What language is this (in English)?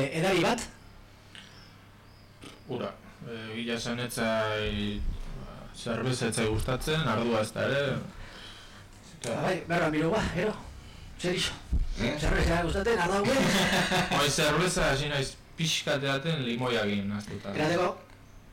Basque